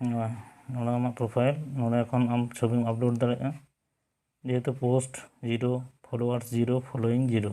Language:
Santali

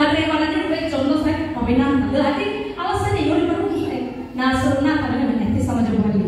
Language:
Nias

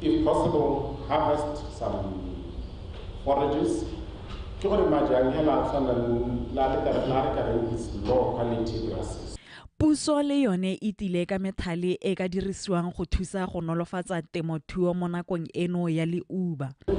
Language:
Tswana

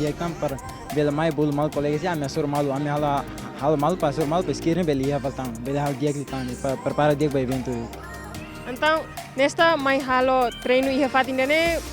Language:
Tetum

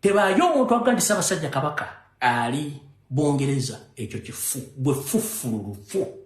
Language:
Ganda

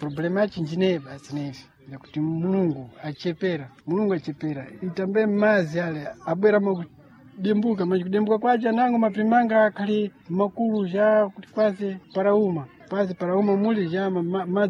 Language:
Sena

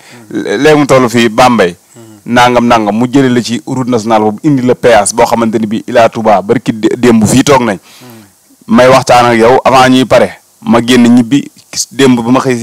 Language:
Wolof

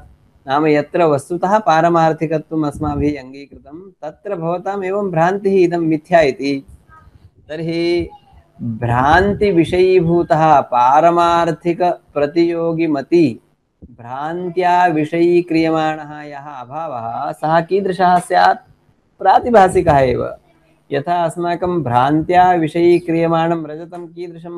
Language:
Sanskrit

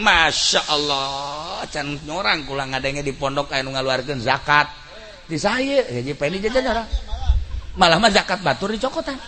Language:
Sundanese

